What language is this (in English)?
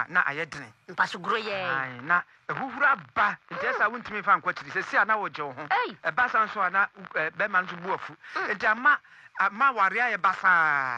Akan